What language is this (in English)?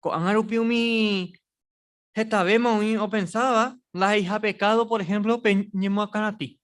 Guarani